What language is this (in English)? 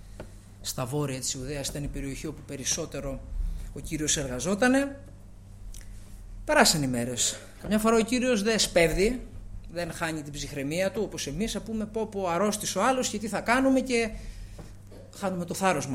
Greek